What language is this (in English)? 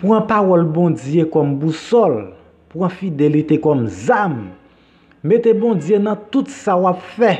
Haitian Creole